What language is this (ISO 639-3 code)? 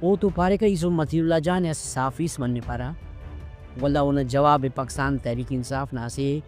brh